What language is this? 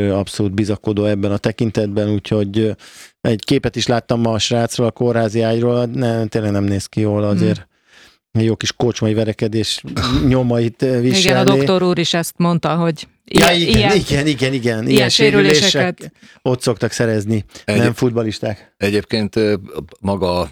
Hungarian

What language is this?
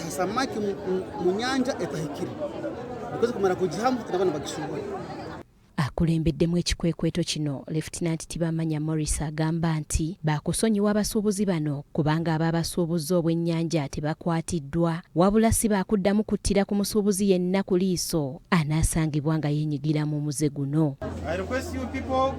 Ganda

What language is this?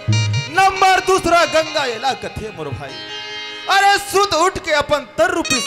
Chhattisgarhi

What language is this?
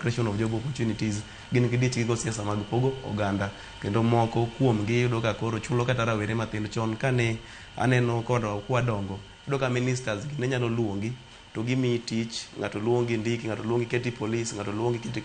Luo (Kenya and Tanzania)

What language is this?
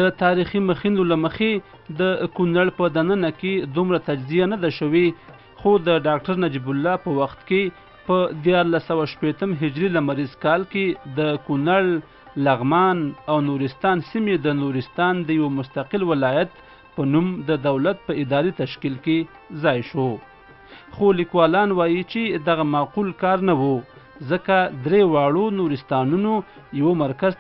Pashto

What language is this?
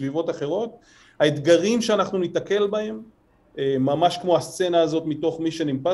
Hebrew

